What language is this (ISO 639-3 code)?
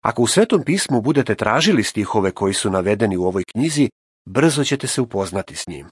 srp